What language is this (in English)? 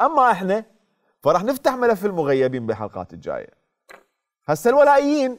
Mesopotamian Arabic